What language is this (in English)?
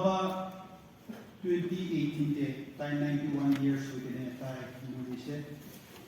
Naga Pidgin